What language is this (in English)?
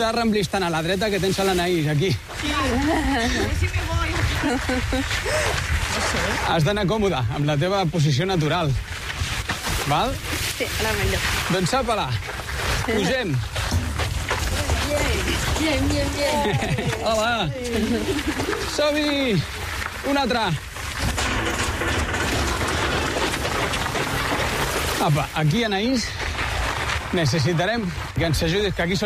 Catalan